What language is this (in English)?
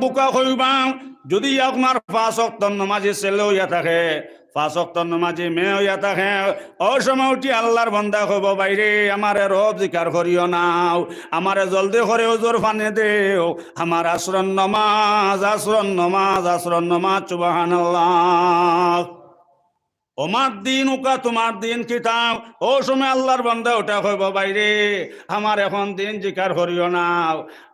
Sylheti